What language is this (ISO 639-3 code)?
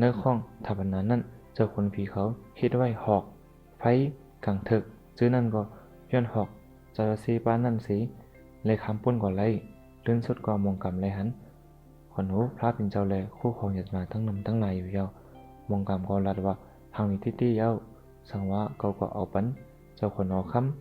shn